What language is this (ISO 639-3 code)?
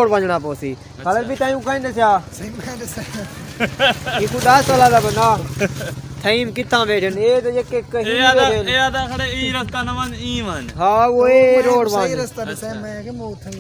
skr